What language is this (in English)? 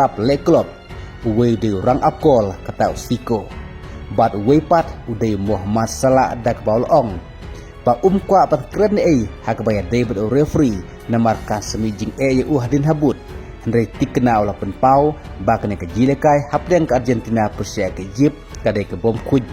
Khasi